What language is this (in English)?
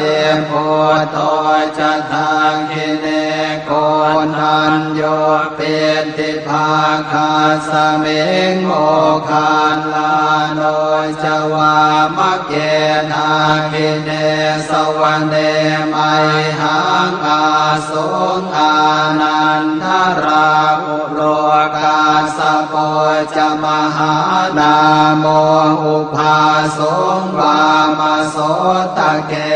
Pali